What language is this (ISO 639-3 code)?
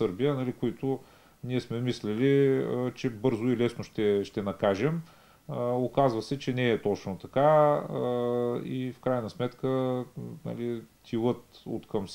bul